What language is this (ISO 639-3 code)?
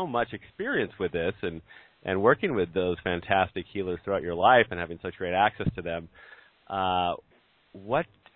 eng